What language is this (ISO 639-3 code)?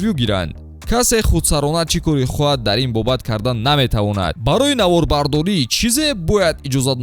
tgk